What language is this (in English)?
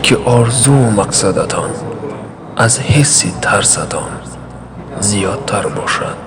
Tajik